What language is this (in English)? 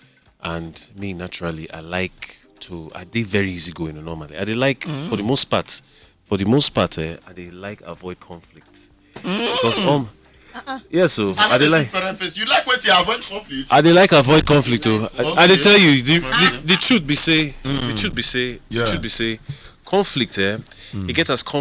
Nigerian Pidgin